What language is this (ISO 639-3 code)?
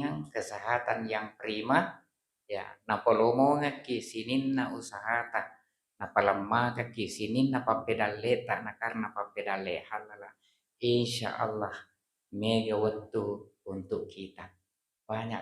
bug